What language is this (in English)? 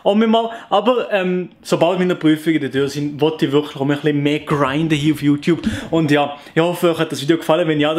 Swiss German